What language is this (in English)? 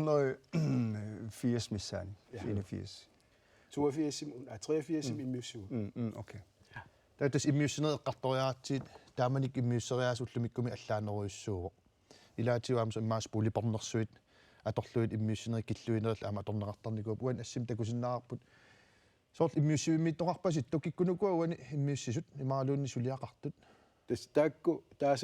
Kalaallisut